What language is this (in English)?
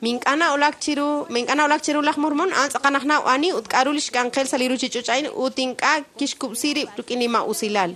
Kekchí